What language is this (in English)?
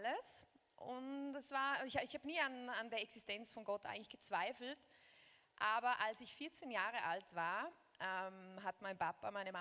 Swiss German